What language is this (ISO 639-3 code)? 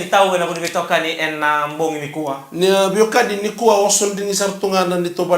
fij